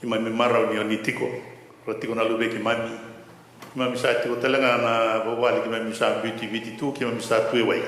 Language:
Fijian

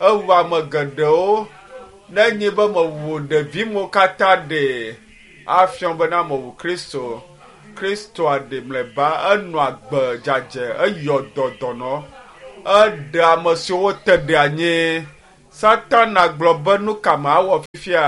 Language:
Ewe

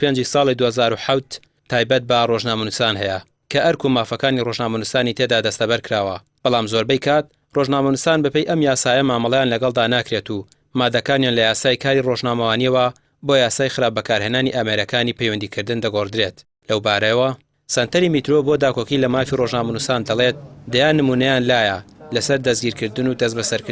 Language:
Central Kurdish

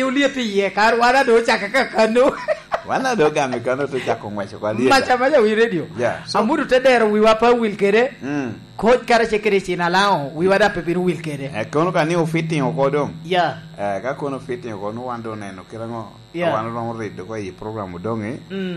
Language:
Lango (Uganda)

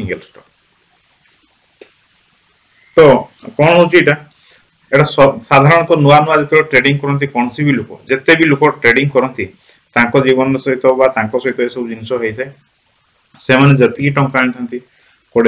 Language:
Odia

